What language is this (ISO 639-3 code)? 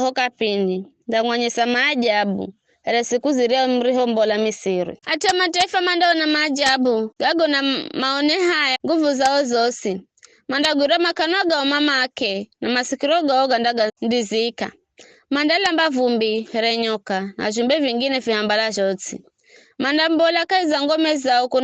nyf